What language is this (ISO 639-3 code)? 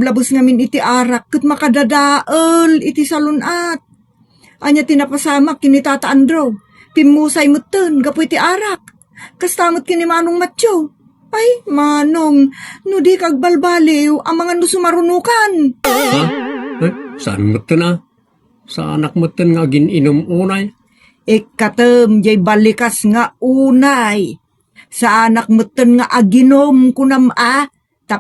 ilo